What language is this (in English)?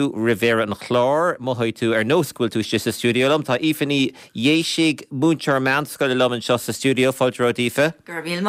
Irish